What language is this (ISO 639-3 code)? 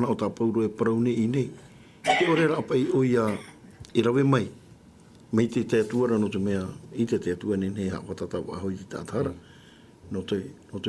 tah